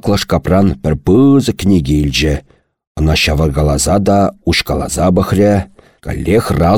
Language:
Chuvash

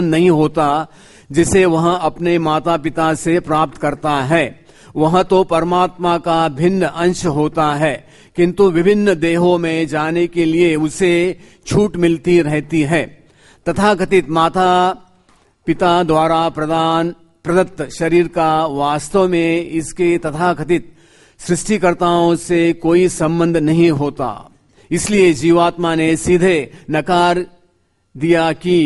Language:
Hindi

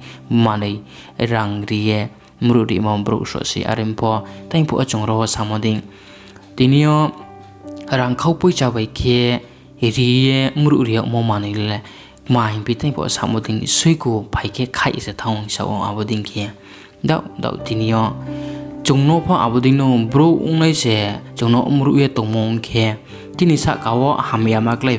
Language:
Riang (India)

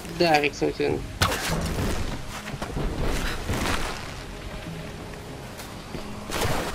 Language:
Dutch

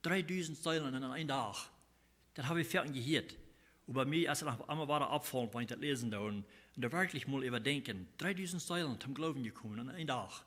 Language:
Plautdietsch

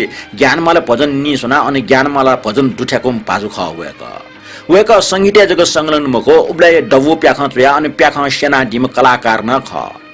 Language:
Newari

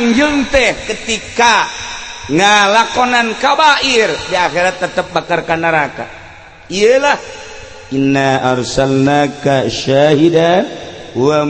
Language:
Sundanese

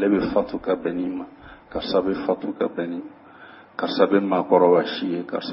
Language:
Bambara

